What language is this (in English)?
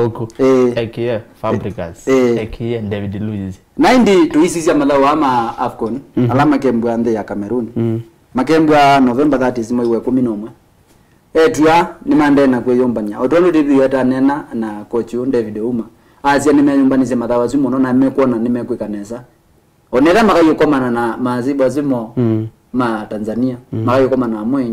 Kamba